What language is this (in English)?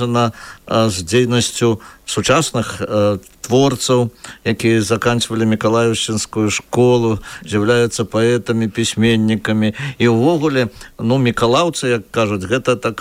Belarusian